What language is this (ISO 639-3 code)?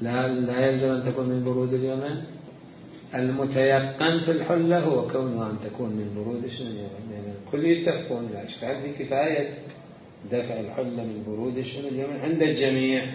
acm